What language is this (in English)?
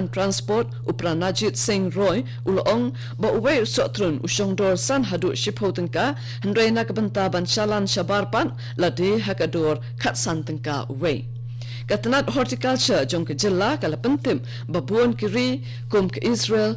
Khasi